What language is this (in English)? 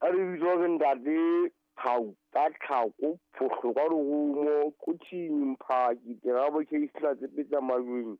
Southern Sotho